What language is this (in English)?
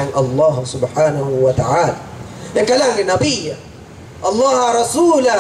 Divehi